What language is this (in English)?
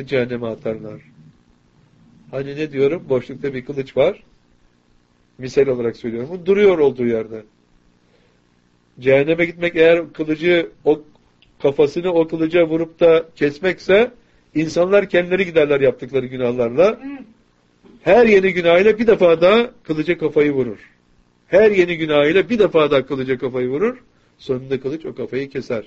Turkish